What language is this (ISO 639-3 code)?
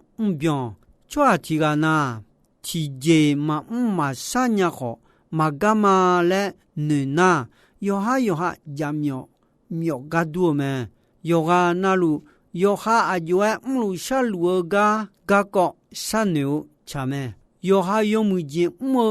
ahk